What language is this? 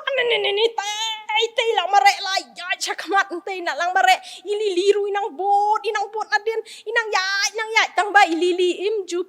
Khasi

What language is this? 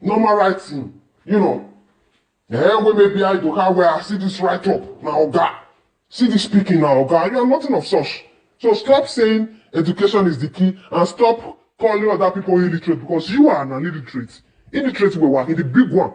Nigerian Pidgin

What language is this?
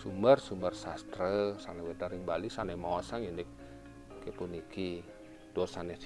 Balinese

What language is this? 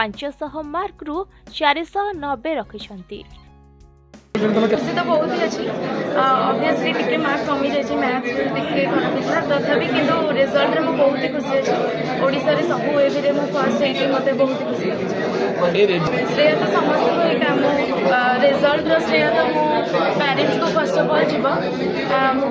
Odia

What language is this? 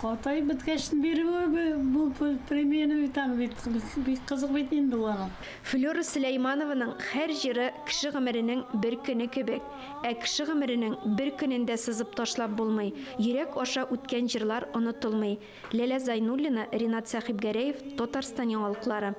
Tatar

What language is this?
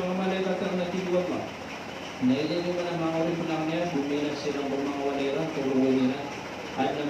Maranao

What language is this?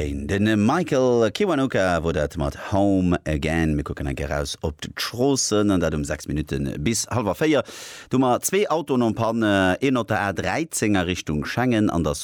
Luxembourgish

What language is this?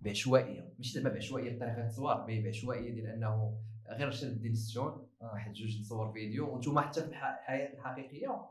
Moroccan Arabic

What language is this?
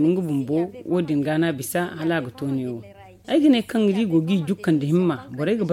Zarma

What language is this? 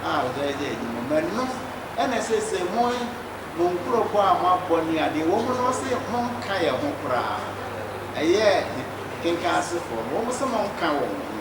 Akan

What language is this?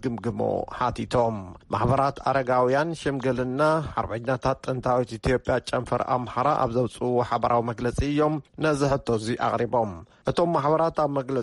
Tigrinya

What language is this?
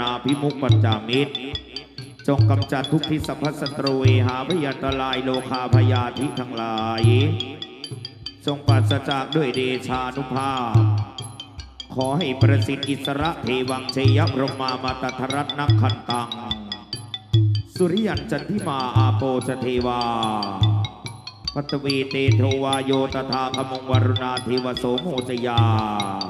Thai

